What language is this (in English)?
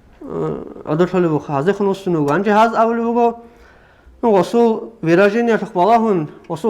Avaric